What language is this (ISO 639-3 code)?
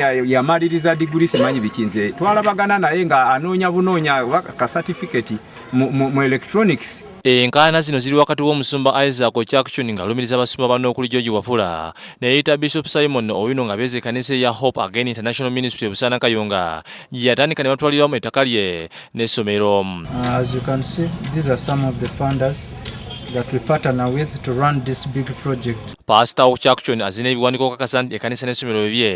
lug